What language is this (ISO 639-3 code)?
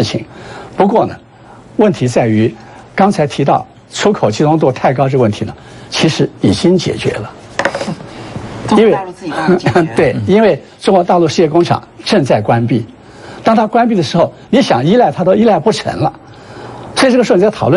zho